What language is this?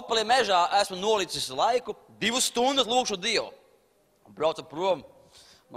Latvian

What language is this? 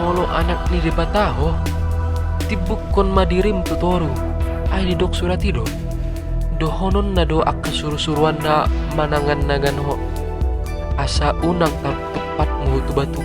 Batak Toba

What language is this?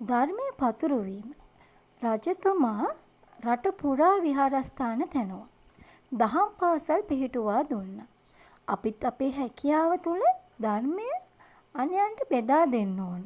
Sinhala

